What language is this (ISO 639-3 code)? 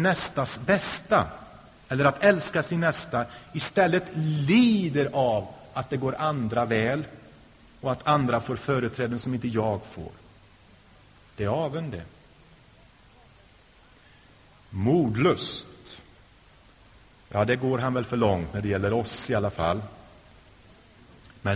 swe